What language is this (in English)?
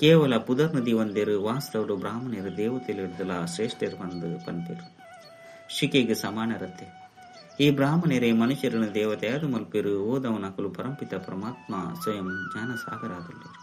Tulu